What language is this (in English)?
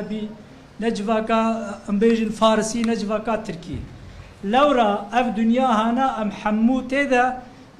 Kurdish